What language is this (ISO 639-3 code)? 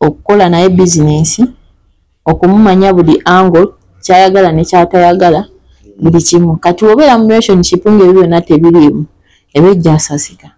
lug